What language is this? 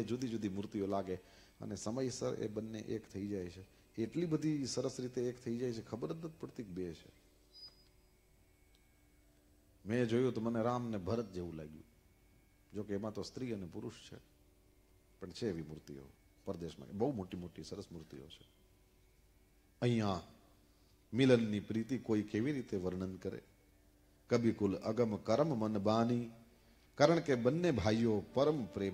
Gujarati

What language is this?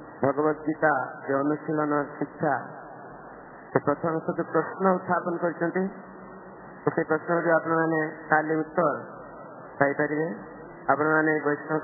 Odia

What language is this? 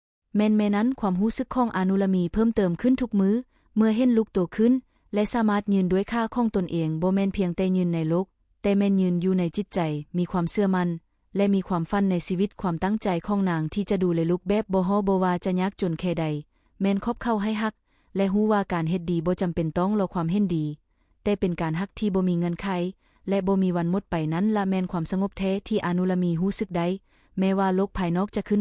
Lao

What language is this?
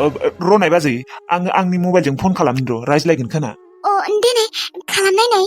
Bodo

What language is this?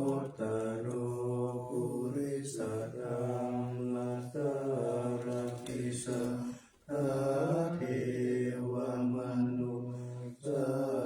Pali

